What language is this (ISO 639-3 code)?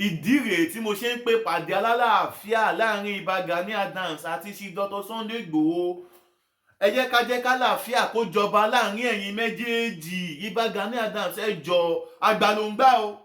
yor